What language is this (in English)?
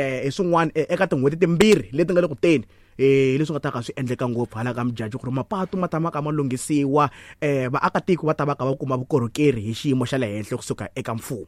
Tsonga